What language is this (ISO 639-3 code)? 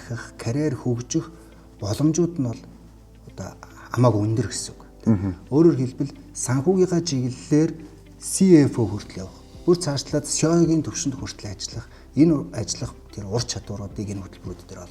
mon